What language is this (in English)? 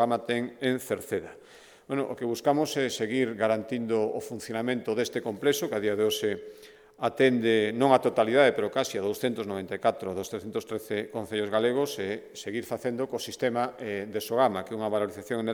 Galician